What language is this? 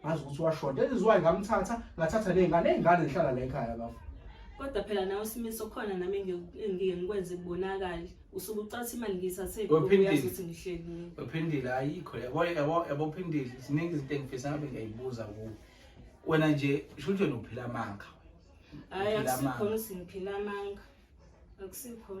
Zulu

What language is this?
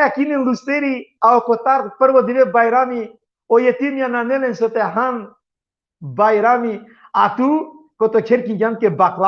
Balkan Romani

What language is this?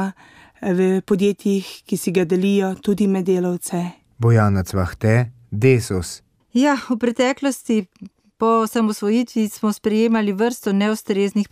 Slovenian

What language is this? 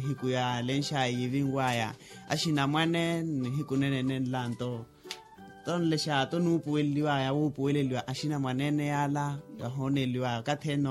Makhuwa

